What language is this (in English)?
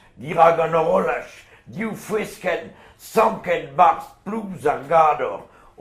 Breton